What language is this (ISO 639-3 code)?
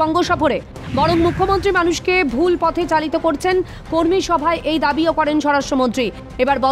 ben